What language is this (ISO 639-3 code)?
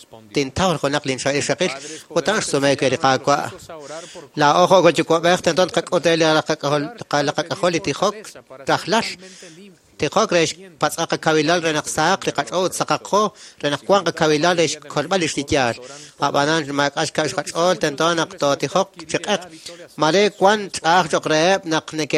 kek